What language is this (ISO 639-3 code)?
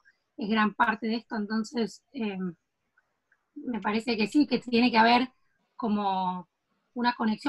spa